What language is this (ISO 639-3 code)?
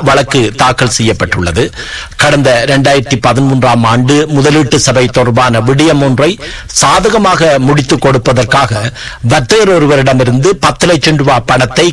tam